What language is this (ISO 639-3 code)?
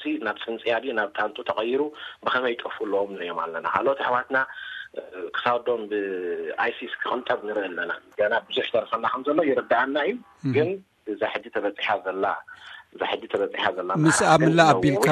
tir